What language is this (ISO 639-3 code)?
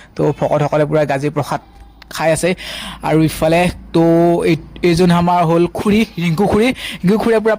asm